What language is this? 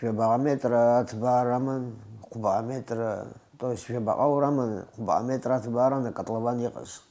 Abkhazian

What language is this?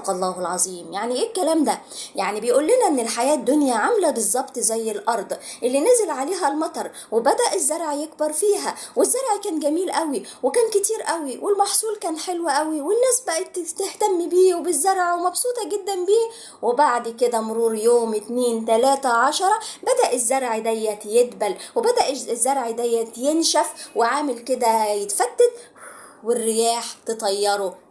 Egyptian Arabic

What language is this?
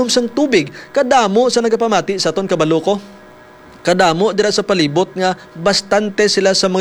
Hiligaynon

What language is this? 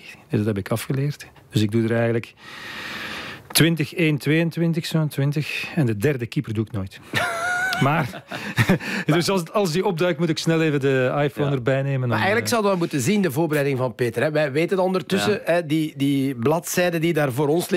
Dutch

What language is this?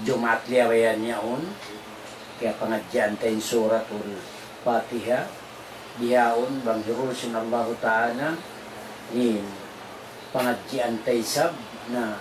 Tausug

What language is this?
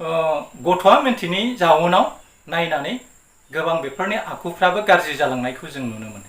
Bodo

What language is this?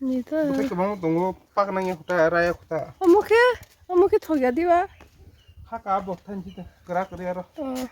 Kok Borok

